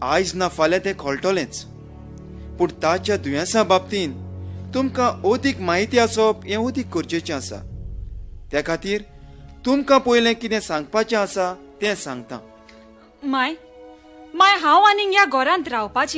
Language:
Konkani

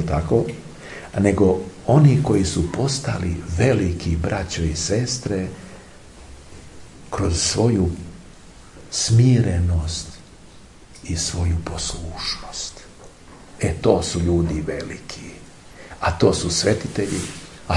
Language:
Serbian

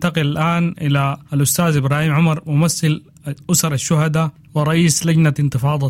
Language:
Sudanese Arabic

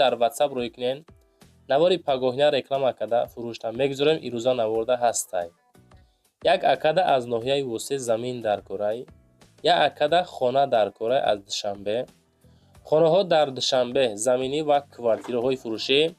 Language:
Tajik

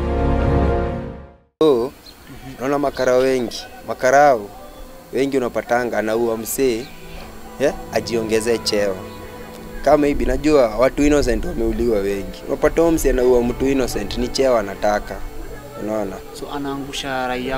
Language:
Swahili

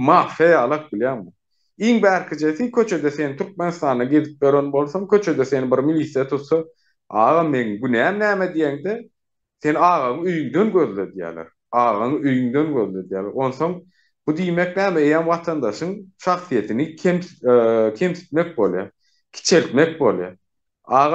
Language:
Turkmen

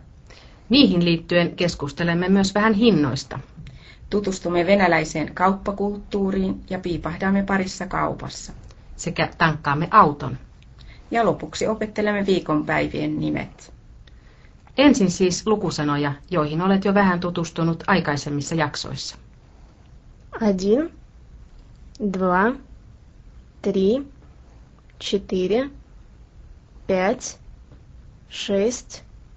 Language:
Finnish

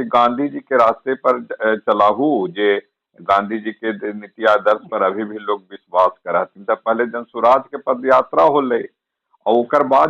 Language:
Magahi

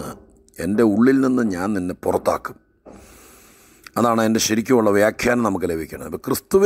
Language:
Malayalam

